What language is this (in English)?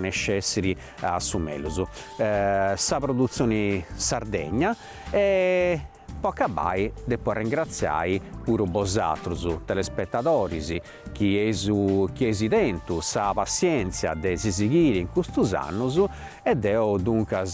Sardinian